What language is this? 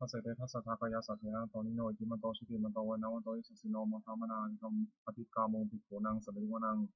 Pali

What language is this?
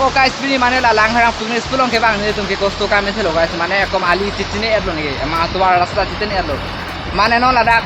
Karbi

